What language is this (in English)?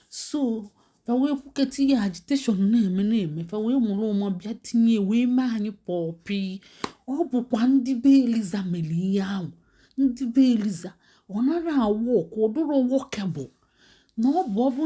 Igbo